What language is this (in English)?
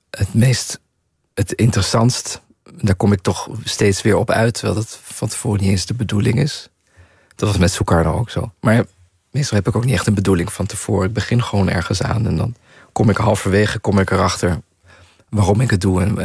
Dutch